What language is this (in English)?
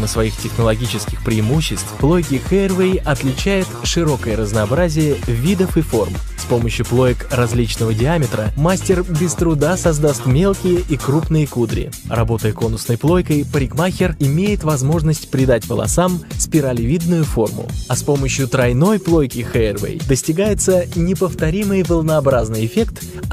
Russian